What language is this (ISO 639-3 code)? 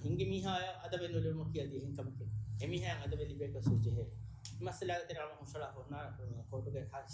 div